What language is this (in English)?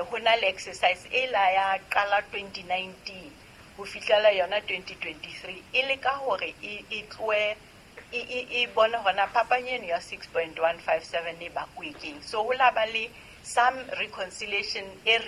Southern Sotho